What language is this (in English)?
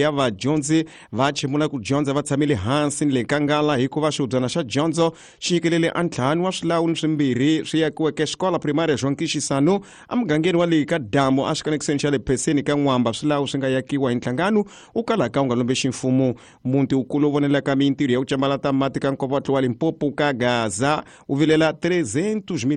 Tsonga